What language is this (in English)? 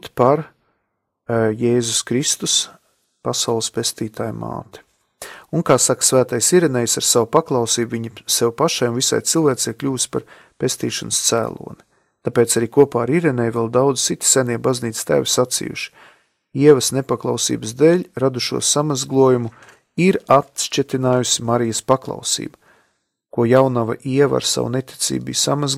Latvian